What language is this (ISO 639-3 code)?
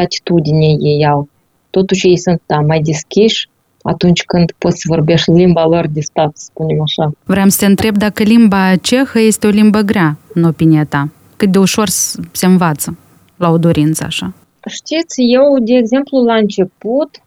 ron